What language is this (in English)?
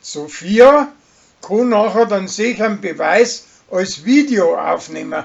Bavarian